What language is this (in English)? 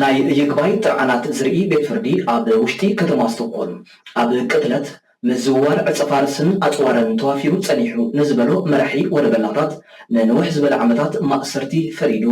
Tigrinya